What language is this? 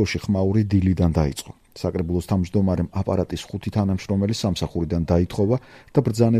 Georgian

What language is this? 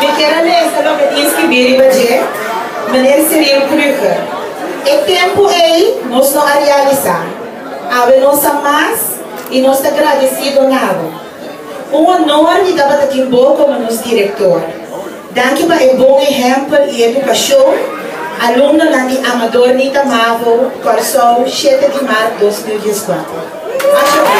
Papiamento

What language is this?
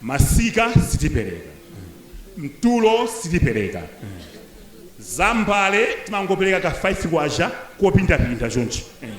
Nyanja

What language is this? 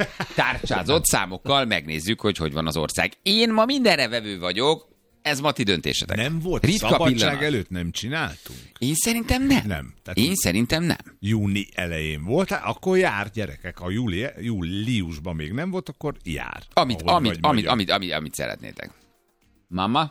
Hungarian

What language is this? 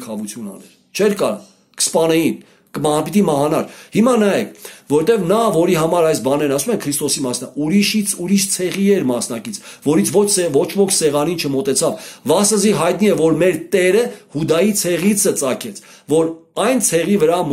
Armenian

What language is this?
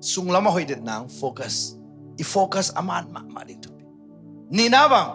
Tedim Chin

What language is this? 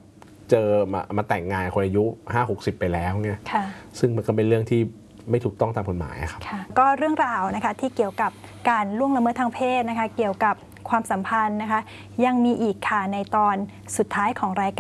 Thai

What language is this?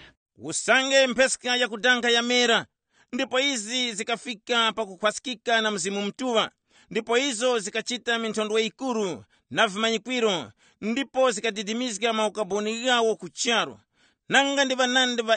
Tumbuka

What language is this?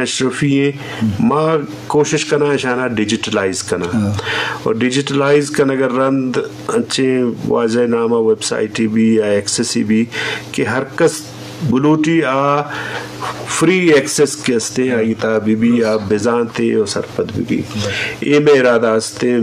Eastern Balochi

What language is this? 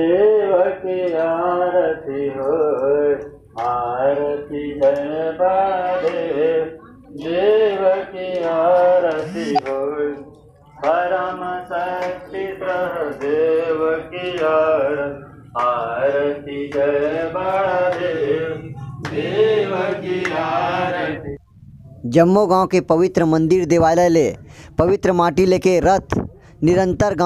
Chhattisgarhi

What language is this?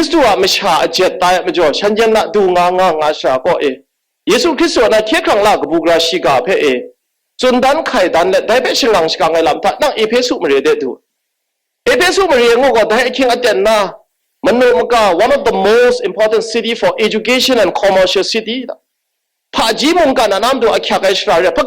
Kachin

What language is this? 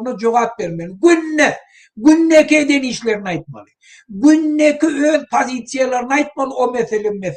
Turkmen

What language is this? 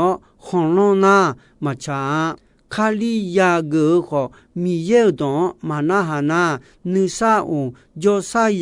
Akha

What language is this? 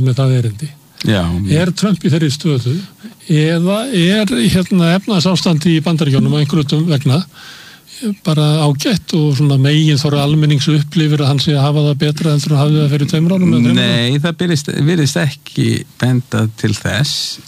Icelandic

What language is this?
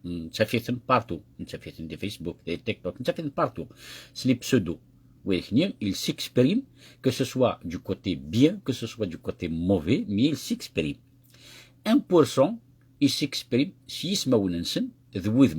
Kabyle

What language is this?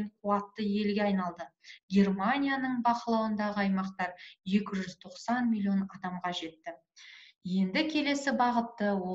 Kazakh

